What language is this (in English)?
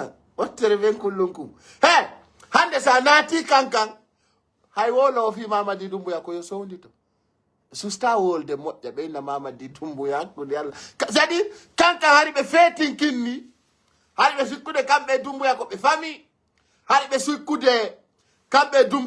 Fula